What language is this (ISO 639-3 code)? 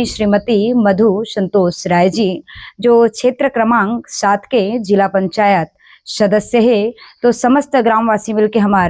hne